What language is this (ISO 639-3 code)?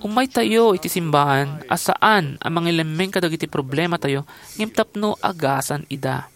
ilo